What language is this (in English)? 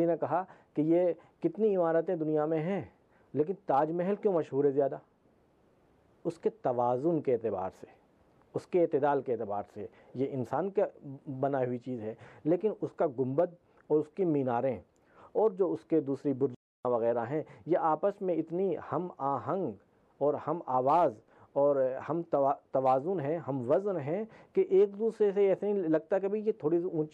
Urdu